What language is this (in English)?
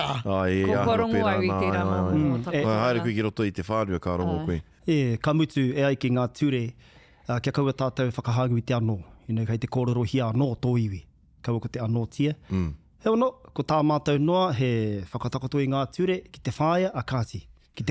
Māori